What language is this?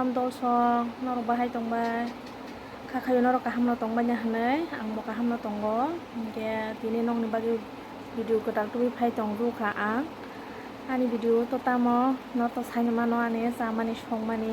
Kok Borok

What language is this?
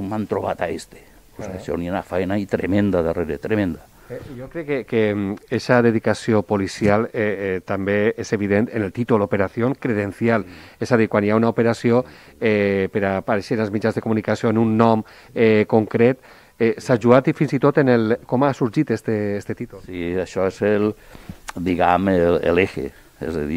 Catalan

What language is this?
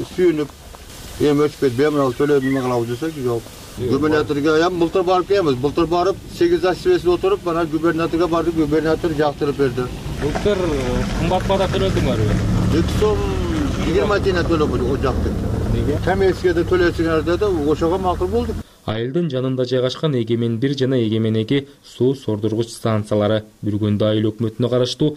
Kyrgyz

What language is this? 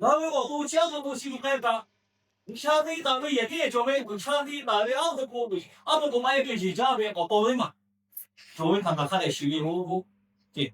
Lahu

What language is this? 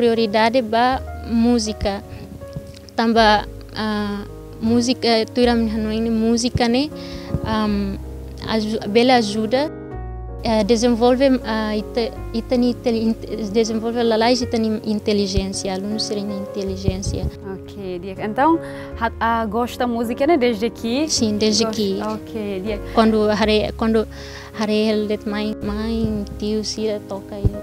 Tetum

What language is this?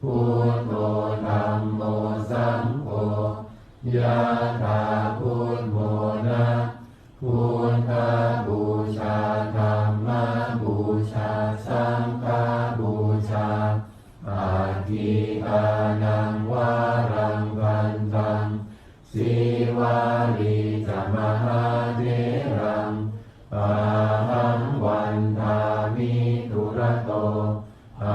Pali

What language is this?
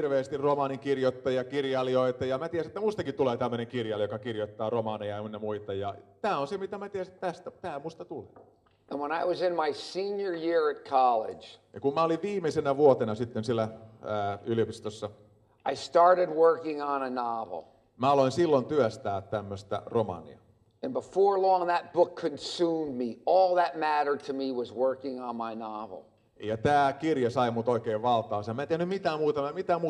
Finnish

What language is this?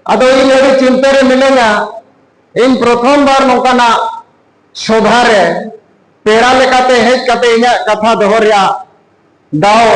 Santali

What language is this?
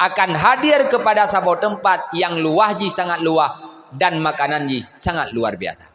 Achinese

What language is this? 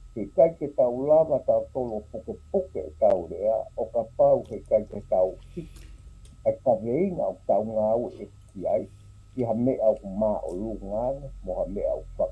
Tongan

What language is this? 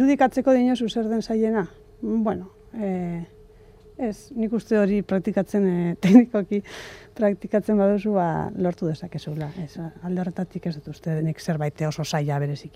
Basque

